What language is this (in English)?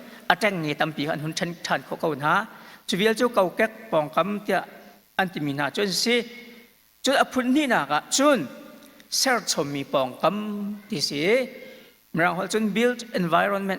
Hakha Chin